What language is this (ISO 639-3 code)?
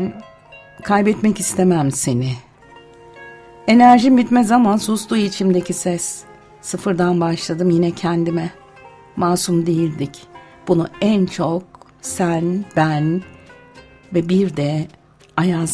tur